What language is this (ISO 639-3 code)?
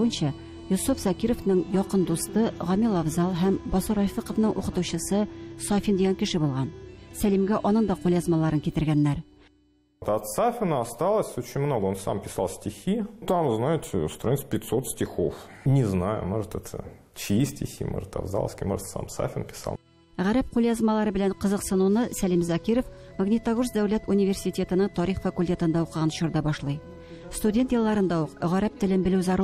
tat